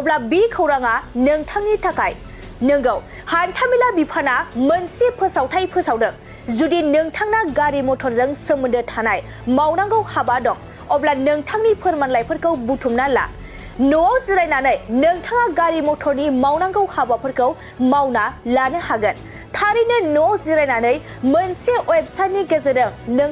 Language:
Bodo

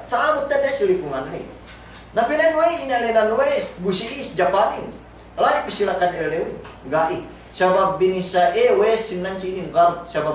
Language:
Yakan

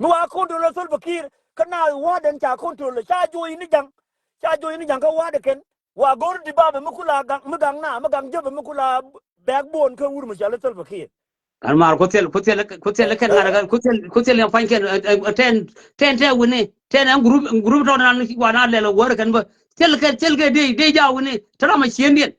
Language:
Nuer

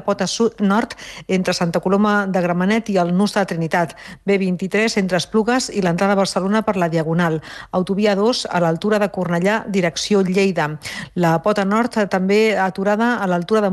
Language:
Catalan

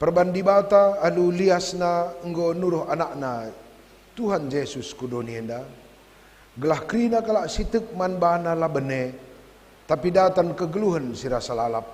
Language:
Batak Karo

